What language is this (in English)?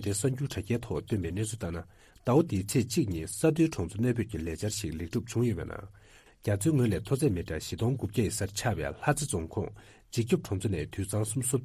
Tibetan